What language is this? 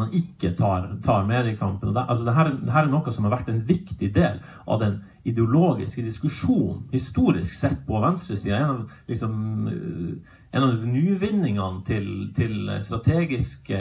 Norwegian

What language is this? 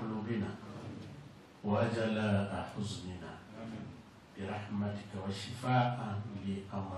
Swahili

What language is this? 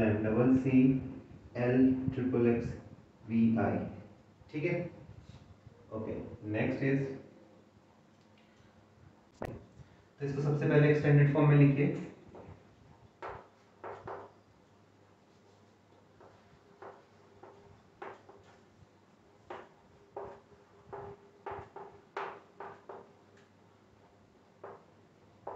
Hindi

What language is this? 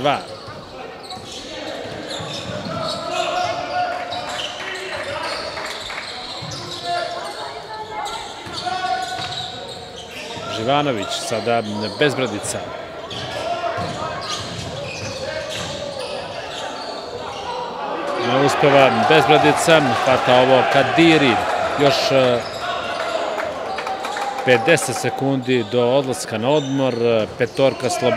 Serbian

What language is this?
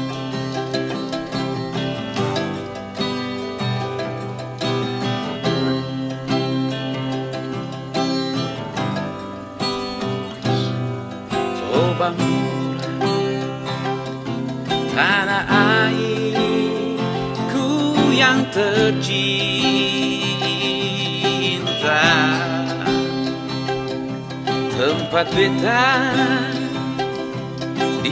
Indonesian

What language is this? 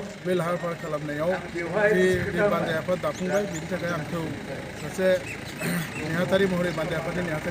Bodo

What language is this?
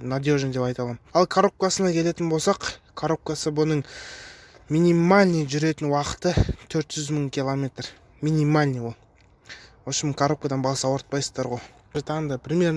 Kazakh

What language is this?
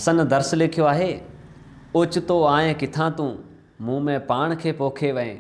Sindhi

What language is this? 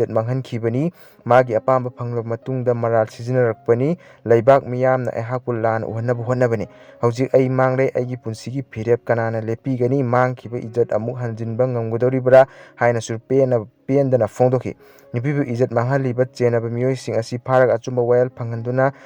Manipuri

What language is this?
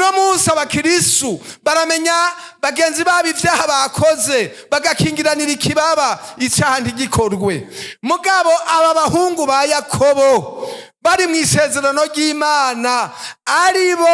Rundi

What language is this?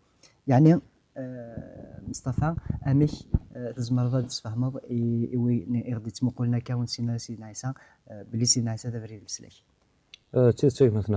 Kabyle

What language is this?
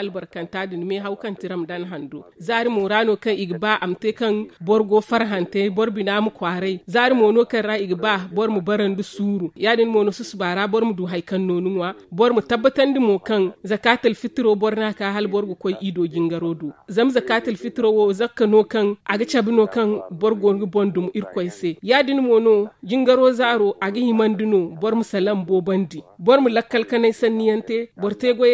Zarma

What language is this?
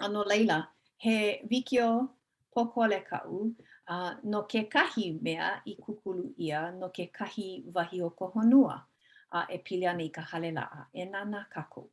Hawaiian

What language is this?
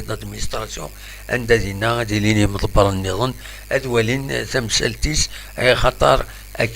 Kabyle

